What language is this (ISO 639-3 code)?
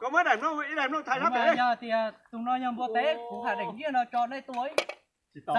hmn